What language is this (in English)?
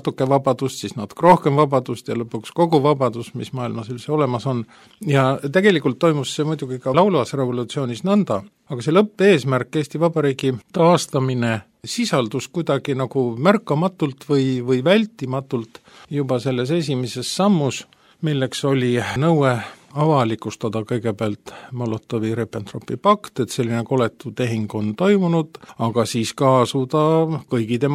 Estonian